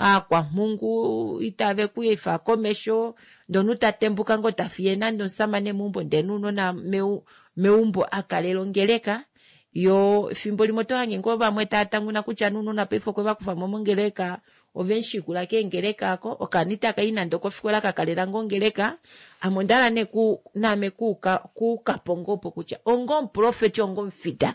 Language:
Kuanyama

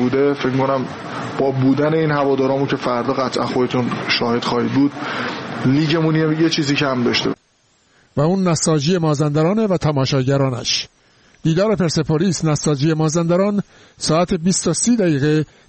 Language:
Persian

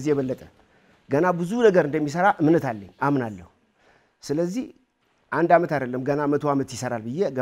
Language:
Amharic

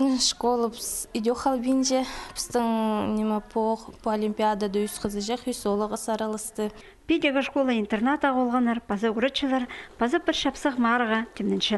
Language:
Khakas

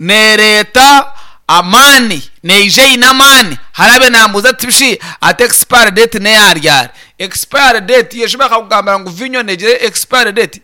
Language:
Nyankole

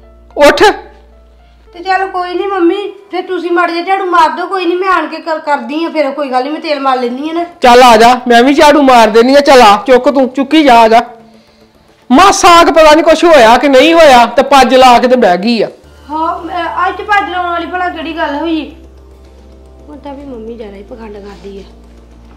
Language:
Punjabi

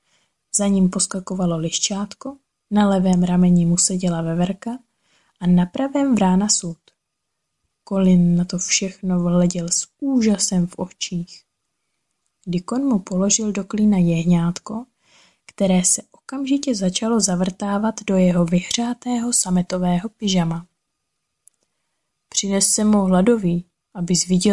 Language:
Czech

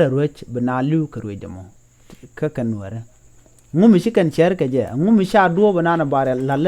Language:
Nuer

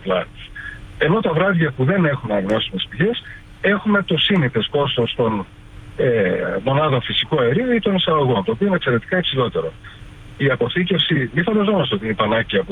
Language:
Greek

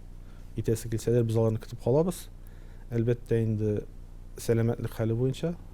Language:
Tatar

